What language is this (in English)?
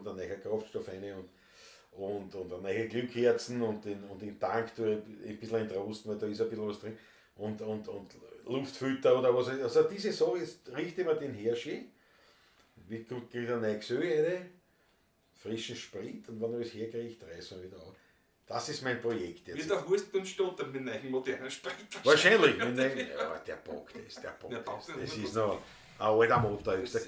Bavarian